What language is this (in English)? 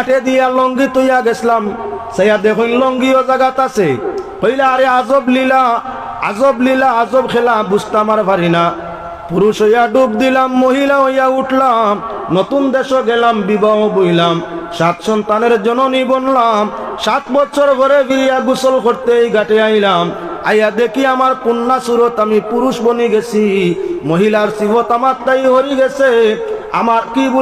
Sylheti